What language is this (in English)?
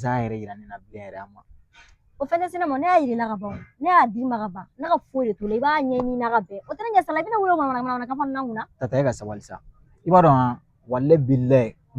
Bambara